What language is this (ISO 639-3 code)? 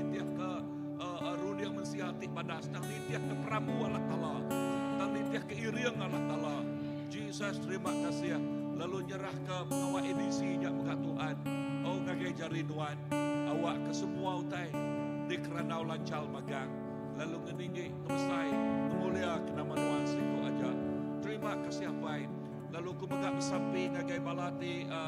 iba